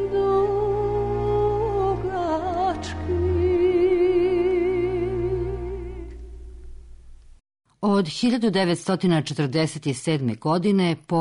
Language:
Serbian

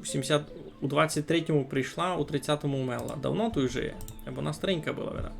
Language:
Rusyn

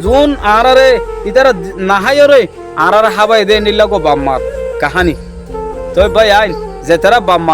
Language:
Rohingya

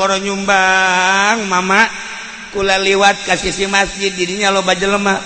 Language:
Sundanese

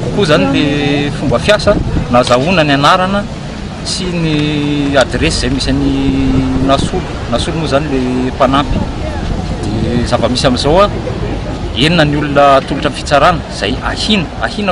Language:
Malagasy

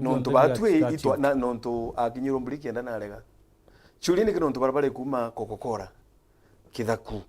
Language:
Meru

